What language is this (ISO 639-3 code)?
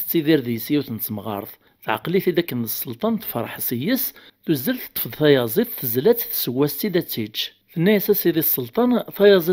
kab